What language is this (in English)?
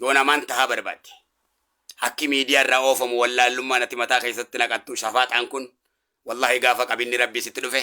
Oromo